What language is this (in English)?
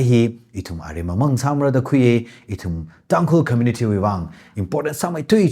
Tangkhul Naga (India)